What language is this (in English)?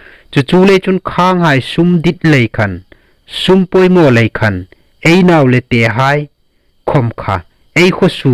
Hmar